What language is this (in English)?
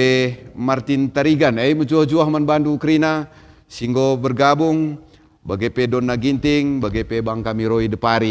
Batak Karo